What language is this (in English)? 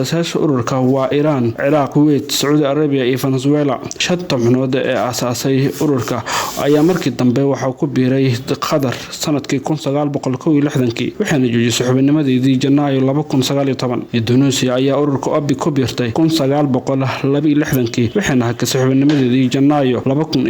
Somali